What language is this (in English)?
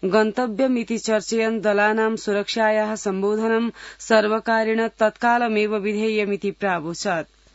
Sanskrit